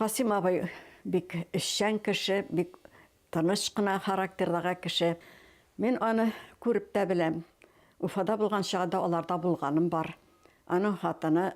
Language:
Bashkir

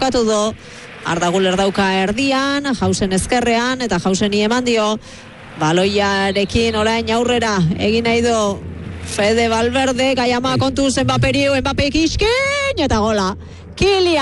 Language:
Basque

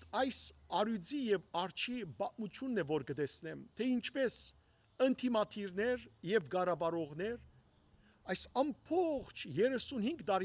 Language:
Western Armenian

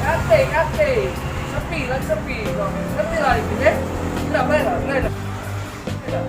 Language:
Musi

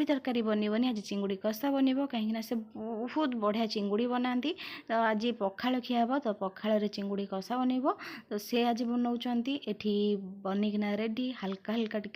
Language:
Odia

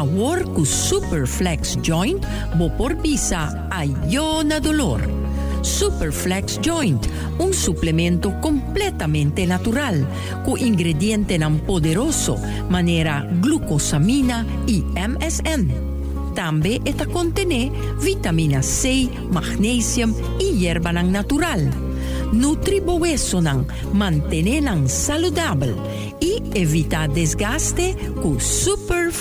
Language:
Papiamento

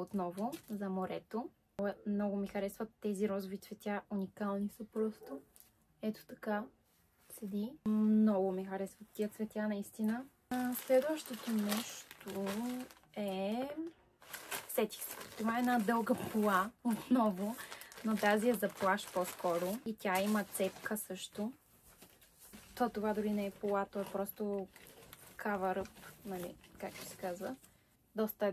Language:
Bulgarian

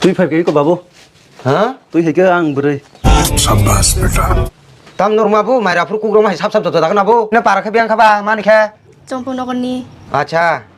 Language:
Kok Borok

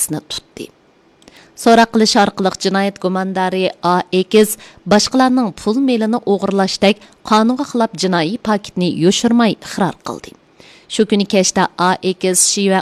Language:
Uyghur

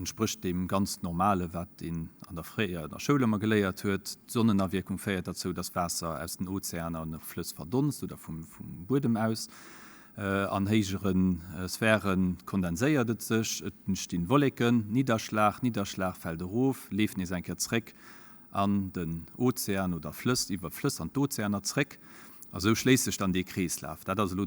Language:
Luxembourgish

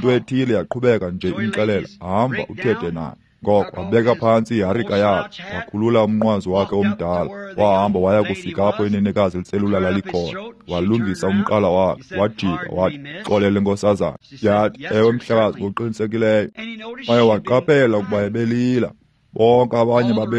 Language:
Xhosa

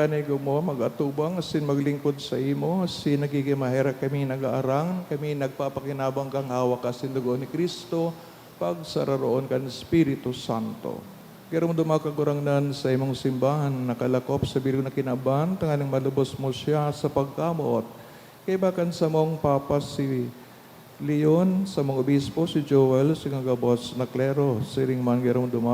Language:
Bikol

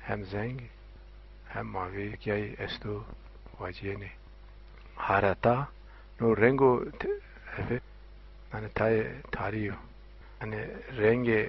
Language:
Zaza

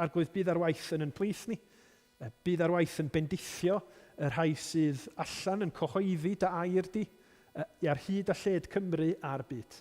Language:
Welsh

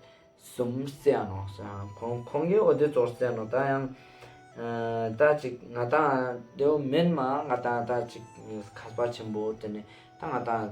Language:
Ladakhi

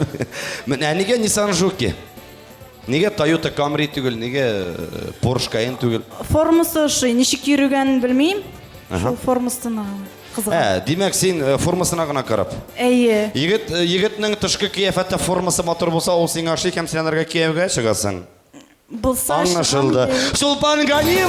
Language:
Tatar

